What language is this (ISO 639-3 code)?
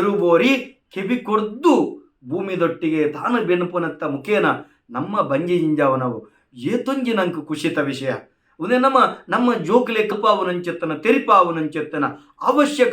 tcy